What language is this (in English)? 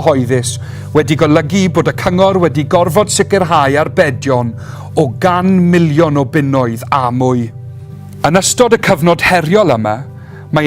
Welsh